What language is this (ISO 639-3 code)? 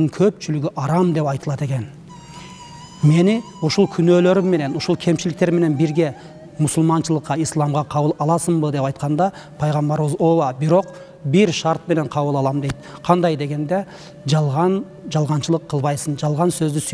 kir